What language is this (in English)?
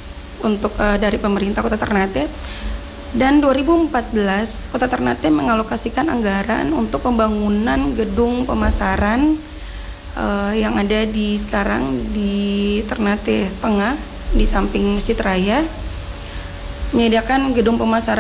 Indonesian